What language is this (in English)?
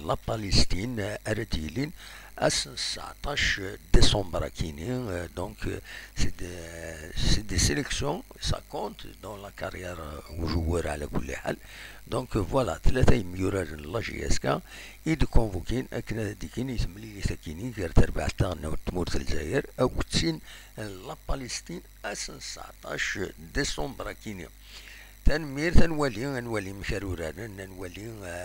Kabyle